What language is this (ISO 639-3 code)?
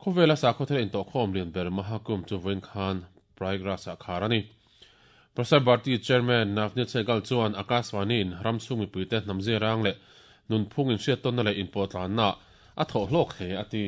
lus